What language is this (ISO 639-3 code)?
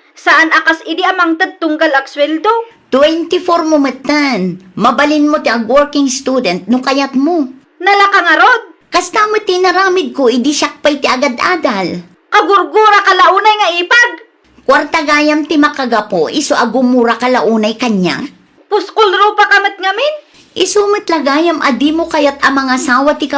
ilo